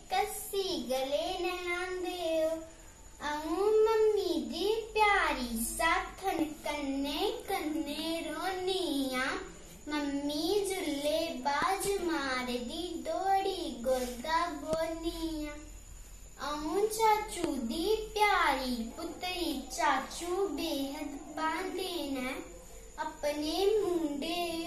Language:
Dogri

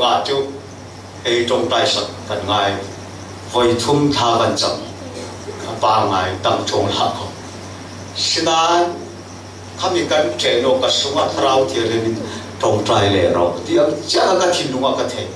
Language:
Falam Chin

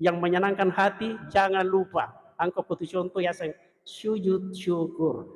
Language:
Buginese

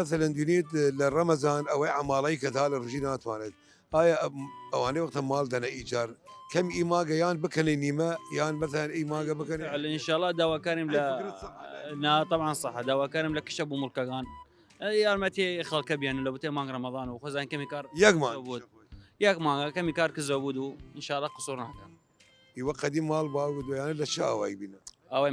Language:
Southern Kurdish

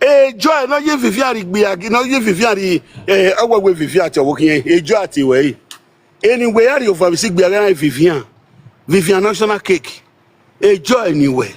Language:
Nigerian Pidgin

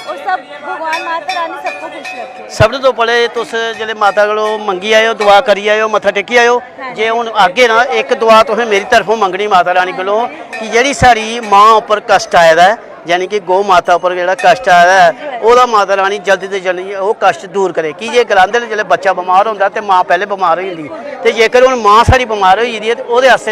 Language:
Dogri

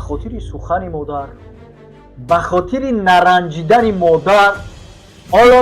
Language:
Tajik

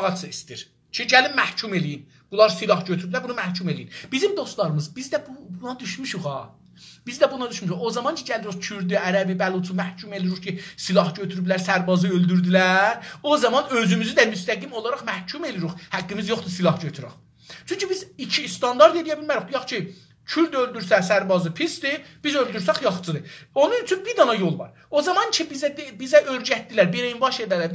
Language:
South Azerbaijani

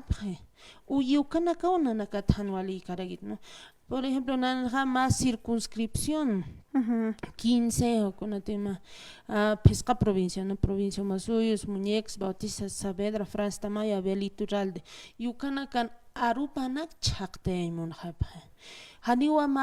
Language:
Aymara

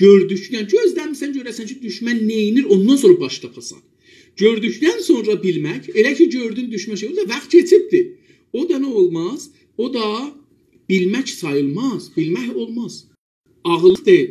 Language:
South Azerbaijani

